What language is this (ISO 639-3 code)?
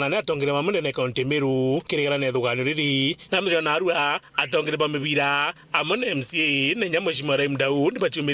mer